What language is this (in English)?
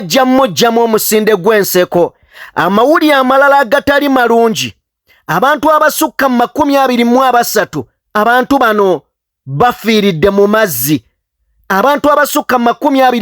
Ganda